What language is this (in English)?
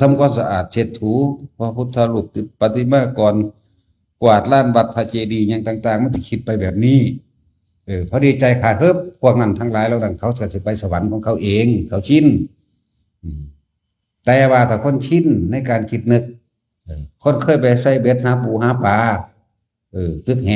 Lao